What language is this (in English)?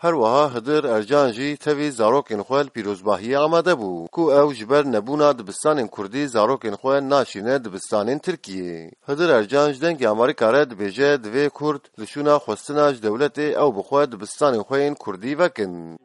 Kurdish